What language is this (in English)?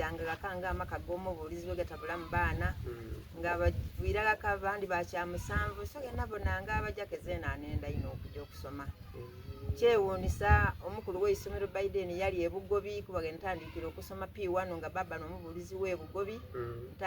Soga